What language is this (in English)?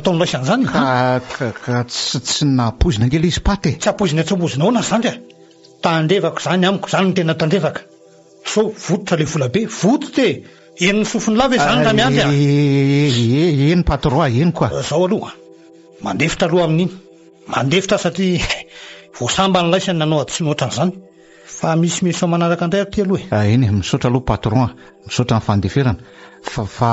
Malagasy